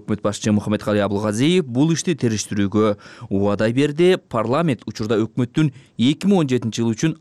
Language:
Kyrgyz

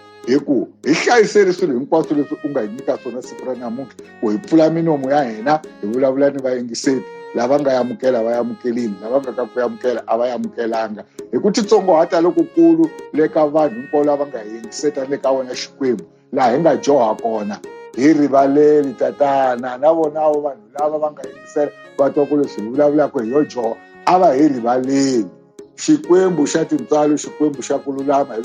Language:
Tsonga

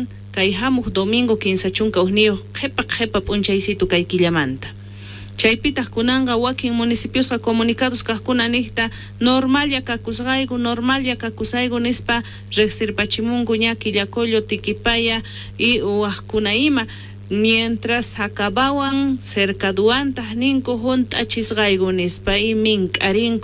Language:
South Bolivian Quechua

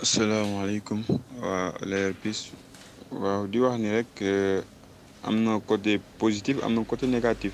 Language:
Wolof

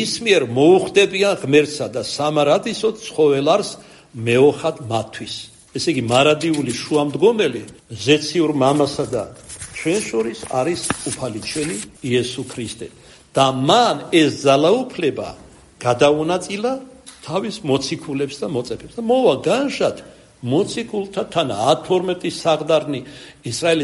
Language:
Georgian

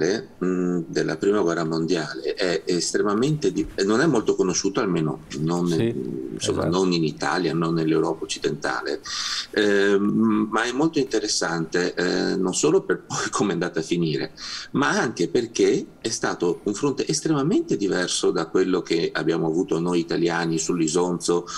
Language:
Italian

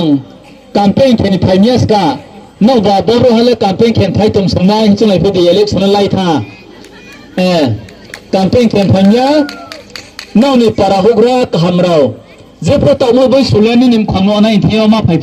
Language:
Riang (India)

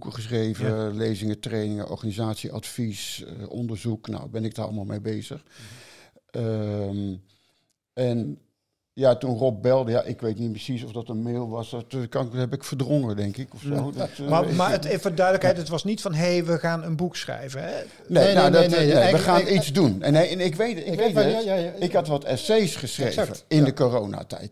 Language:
Dutch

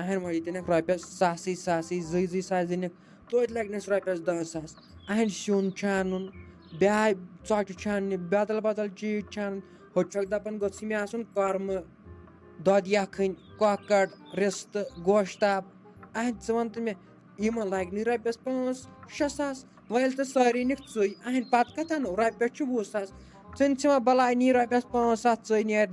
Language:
Kashmiri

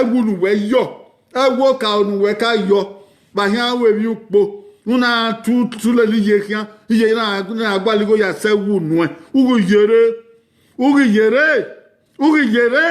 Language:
Bini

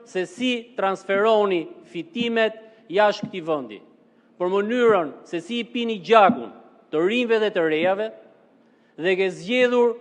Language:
Albanian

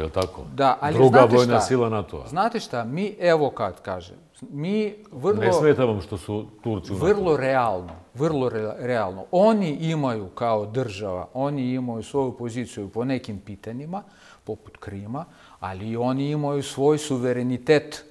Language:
Bosnian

